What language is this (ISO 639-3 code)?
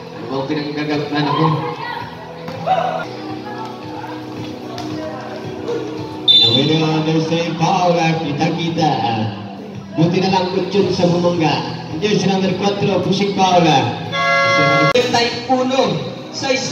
fil